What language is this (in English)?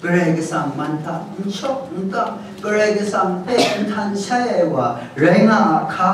Kachin